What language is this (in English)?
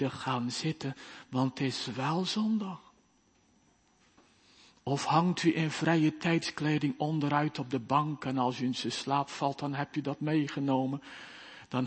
Dutch